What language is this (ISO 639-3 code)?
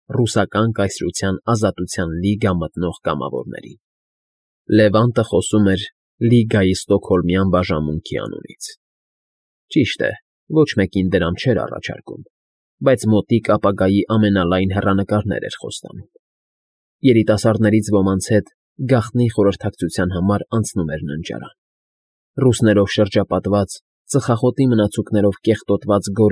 hye